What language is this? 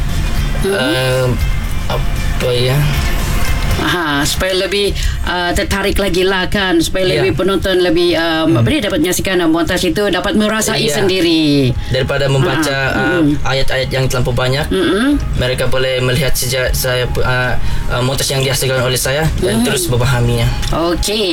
Malay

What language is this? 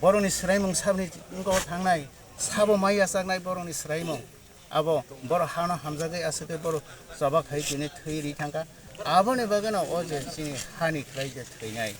Kok Borok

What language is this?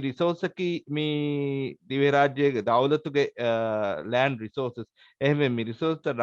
Divehi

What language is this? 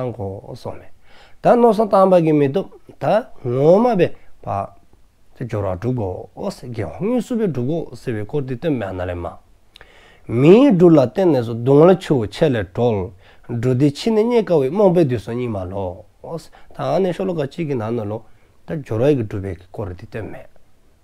Dzongkha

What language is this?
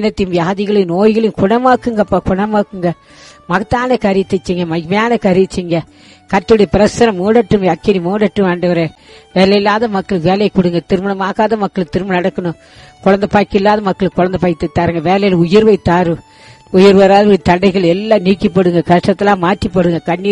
Tamil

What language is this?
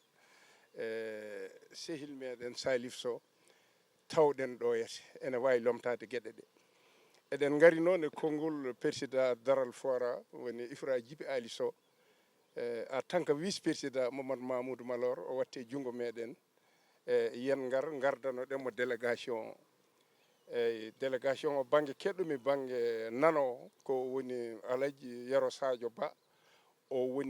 Fula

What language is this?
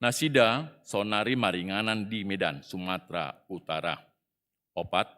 Batak Toba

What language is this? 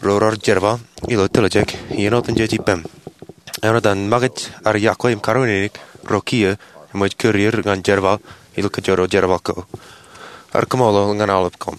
Marshallese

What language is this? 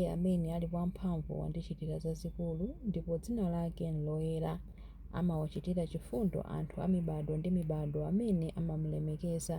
Nyanja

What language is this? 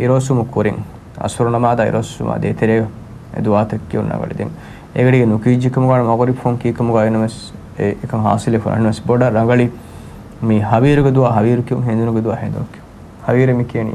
Divehi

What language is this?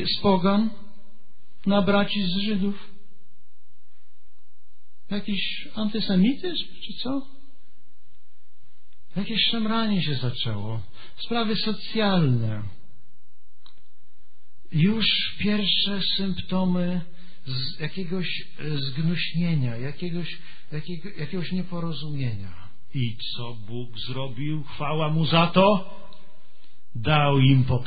Polish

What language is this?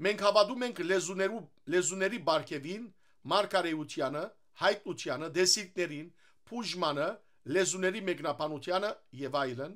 Western Armenian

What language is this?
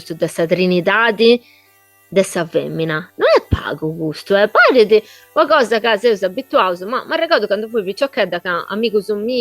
Sardinian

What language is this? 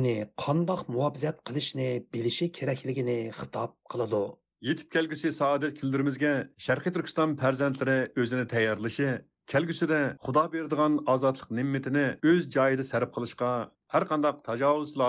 Uyghur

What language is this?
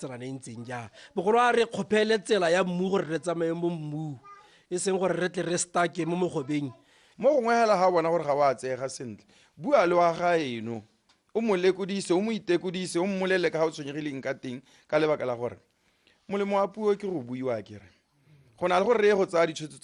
Tswana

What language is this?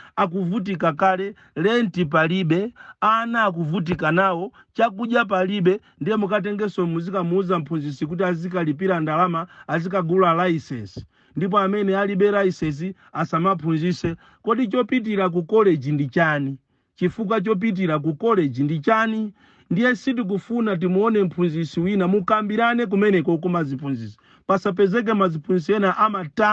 Nyanja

